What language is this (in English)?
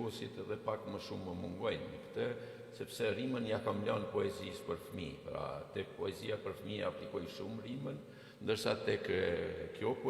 Albanian